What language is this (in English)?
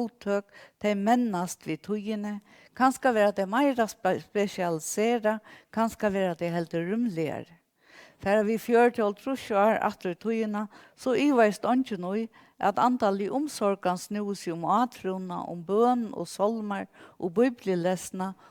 Faroese